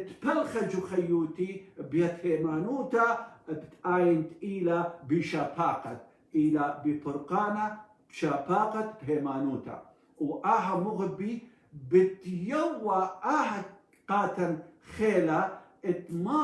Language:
Assyrian Neo-Aramaic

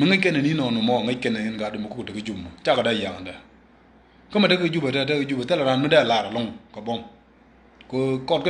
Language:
Nuer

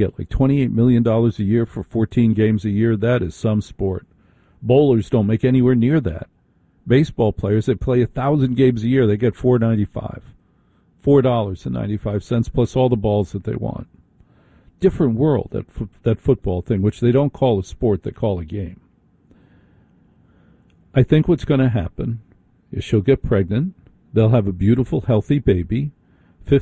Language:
English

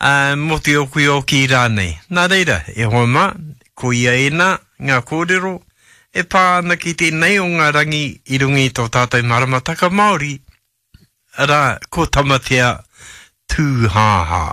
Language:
Māori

